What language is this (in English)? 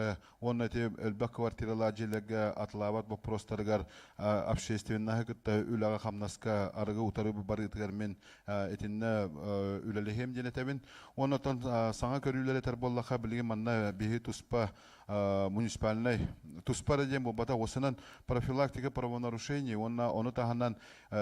Yakut